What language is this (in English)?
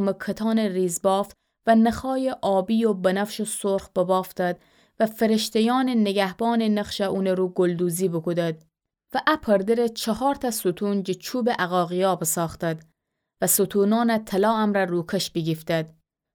Gilaki